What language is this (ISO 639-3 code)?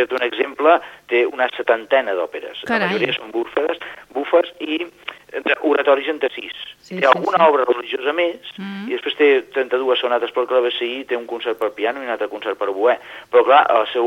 cat